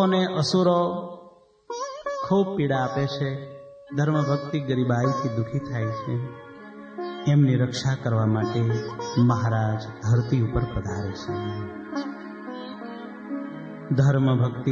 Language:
Gujarati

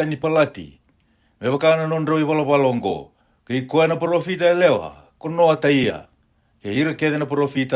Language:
Fijian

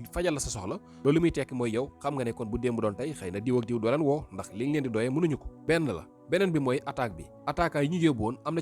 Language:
Wolof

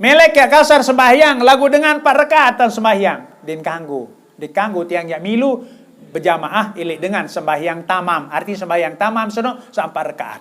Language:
Sasak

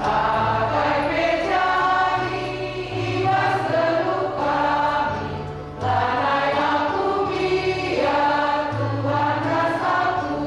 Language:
Batak Karo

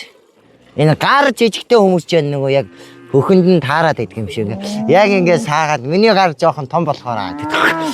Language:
Mongolian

